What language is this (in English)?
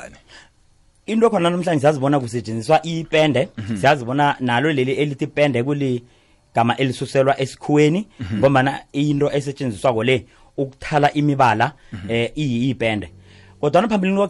South Ndebele